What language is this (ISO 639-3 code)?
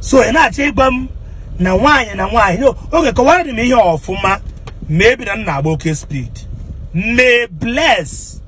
ibo